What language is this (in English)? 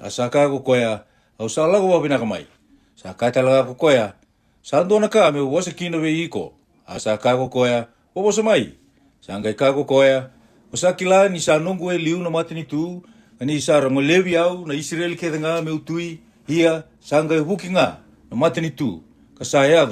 Fijian